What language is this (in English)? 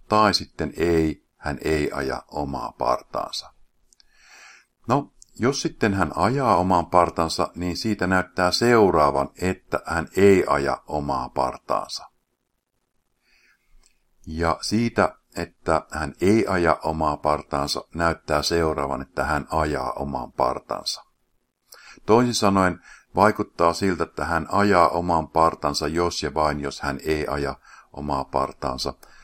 Finnish